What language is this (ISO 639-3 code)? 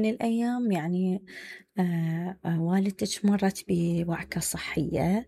acm